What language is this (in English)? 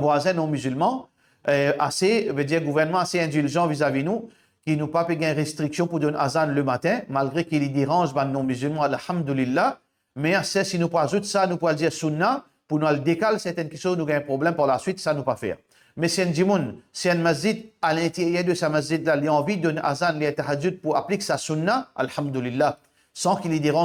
Morisyen